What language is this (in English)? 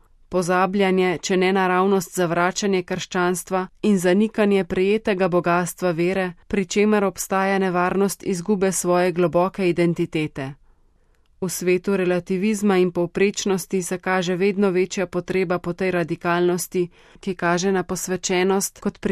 Slovenian